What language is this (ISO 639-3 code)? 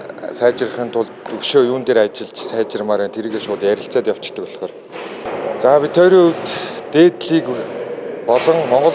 mon